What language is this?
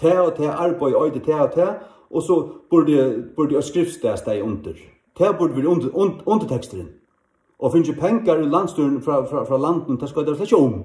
Faroese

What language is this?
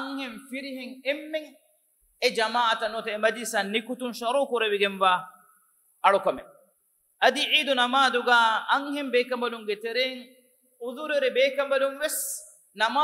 Divehi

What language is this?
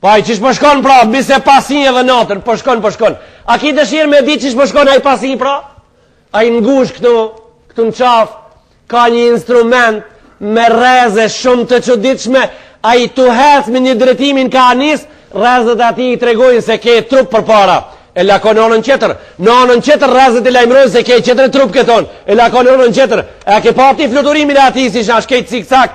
Albanian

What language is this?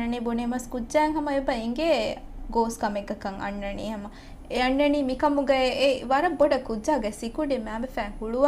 Divehi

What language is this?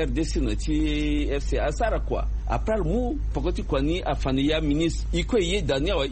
Sango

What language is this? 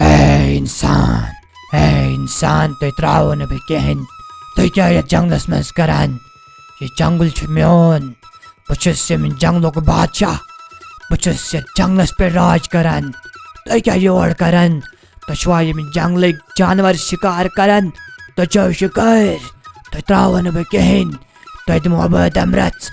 Kashmiri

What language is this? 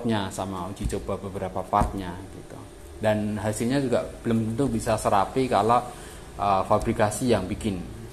Indonesian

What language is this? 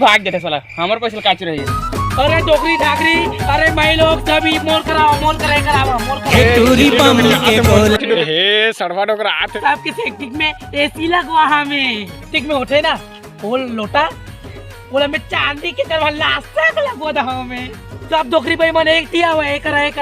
Chhattisgarhi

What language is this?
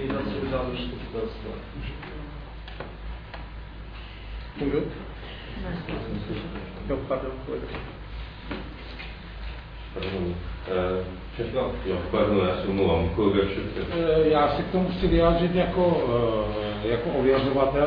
Czech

